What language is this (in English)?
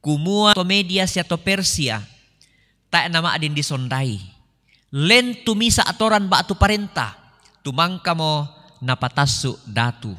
Toraja-Sa'dan